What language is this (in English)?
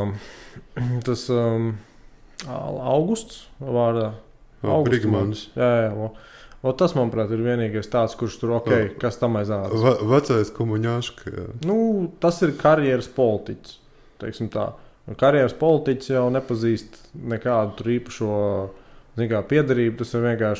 Latvian